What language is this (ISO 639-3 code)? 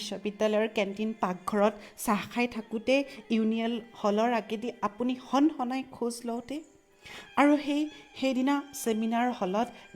asm